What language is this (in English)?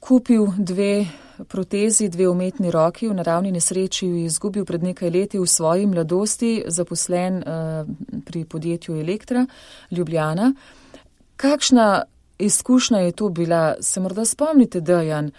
Slovenian